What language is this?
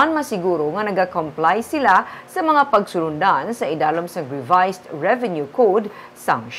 Hiligaynon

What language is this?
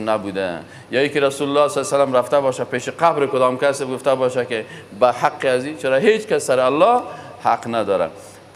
Persian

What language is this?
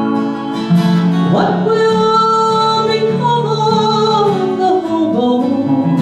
English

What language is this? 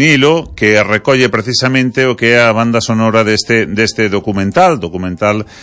Galician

